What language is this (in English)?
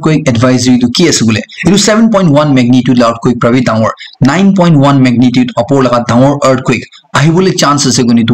Naga Pidgin